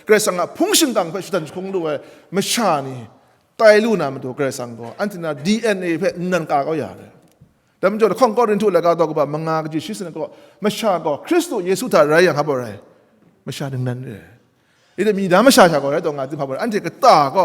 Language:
Kachin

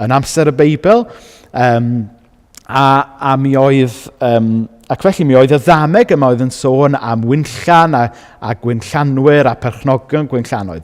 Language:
Welsh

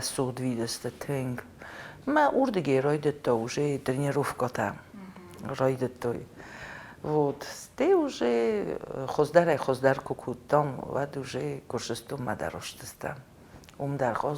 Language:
Ossetic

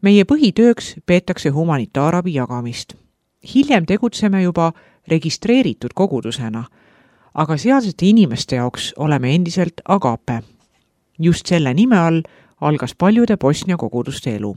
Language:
Estonian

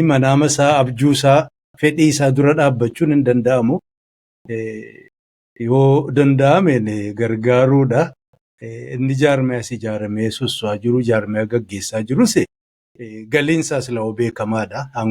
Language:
Oromo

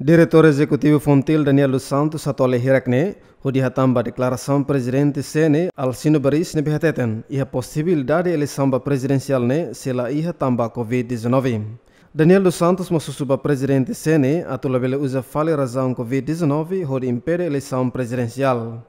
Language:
Tetum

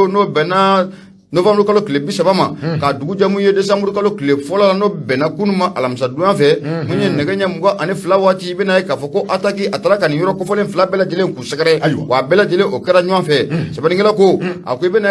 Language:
Bambara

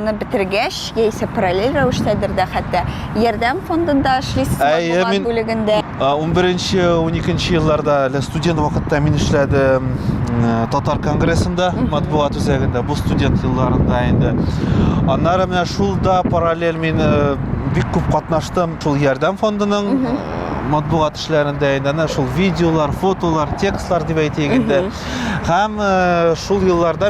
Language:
Tatar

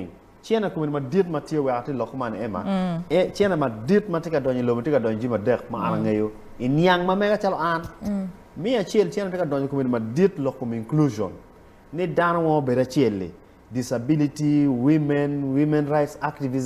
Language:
Acoli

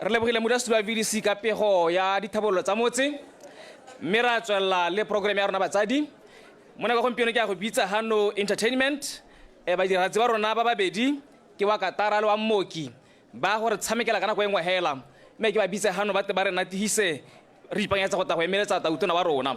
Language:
Tswana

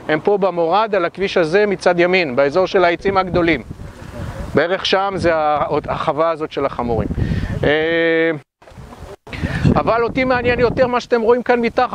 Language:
Hebrew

